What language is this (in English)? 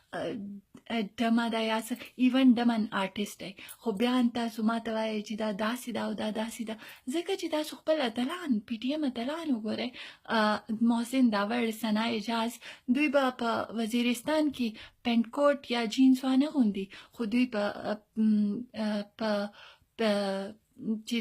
Pashto